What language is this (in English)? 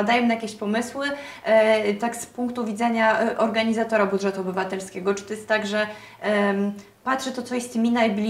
Polish